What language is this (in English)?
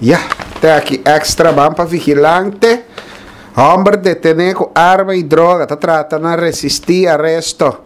Papiamento